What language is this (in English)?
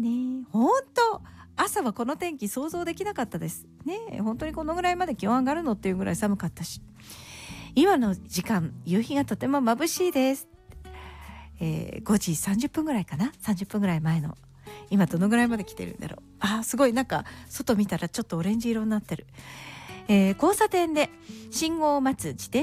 Japanese